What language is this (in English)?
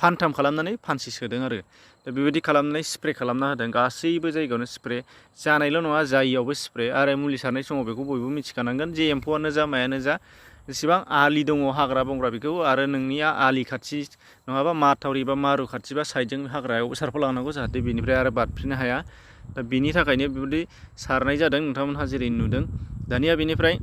Bodo